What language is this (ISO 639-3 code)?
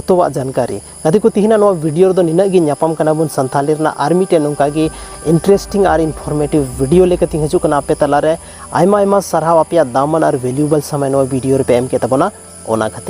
sat